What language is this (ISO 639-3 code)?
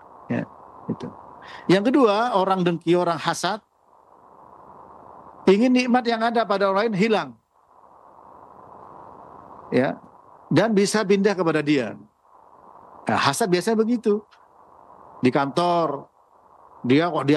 ind